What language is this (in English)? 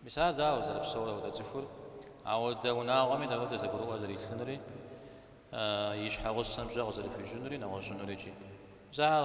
Kabardian